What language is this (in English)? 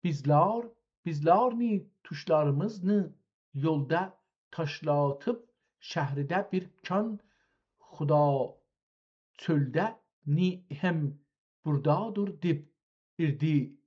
South Azerbaijani